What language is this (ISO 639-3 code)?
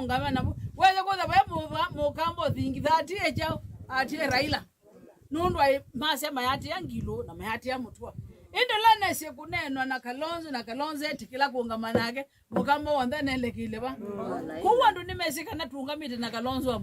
kam